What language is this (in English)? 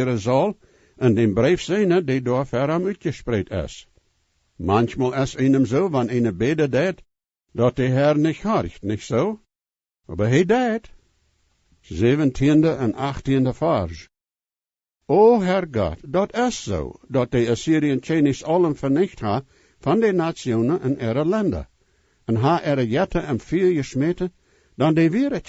Plautdietsch